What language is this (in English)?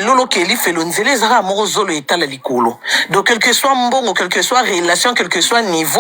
Lingala